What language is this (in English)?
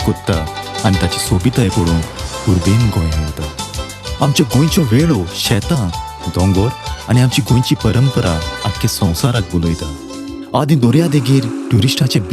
Konkani